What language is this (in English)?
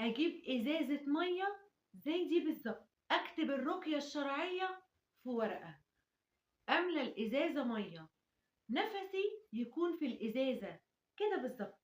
Egyptian Arabic